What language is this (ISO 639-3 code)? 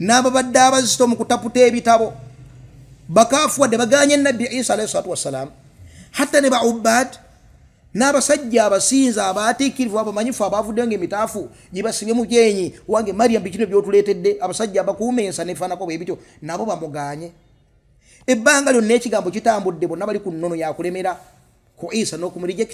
lug